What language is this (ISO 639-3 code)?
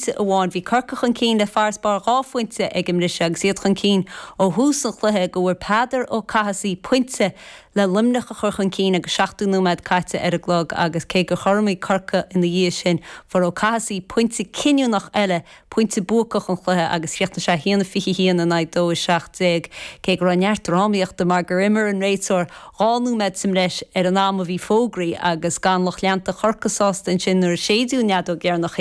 gle